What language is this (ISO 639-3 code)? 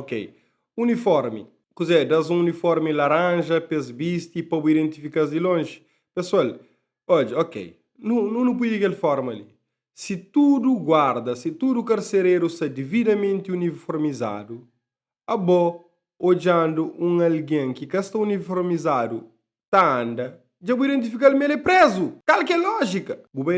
kea